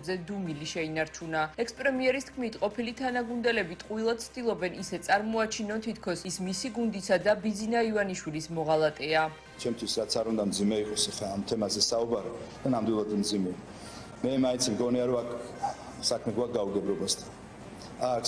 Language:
Georgian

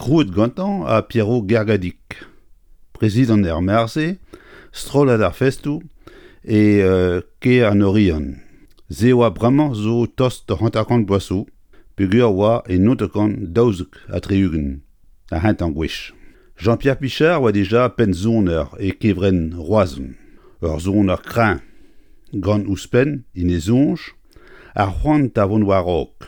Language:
Breton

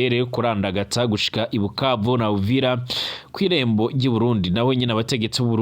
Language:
Rundi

